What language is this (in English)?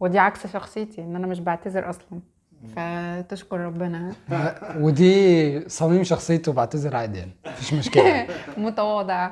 Egyptian Arabic